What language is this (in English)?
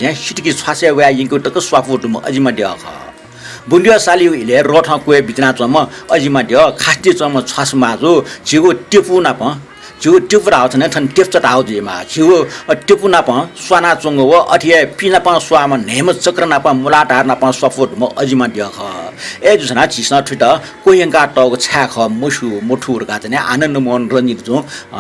Newari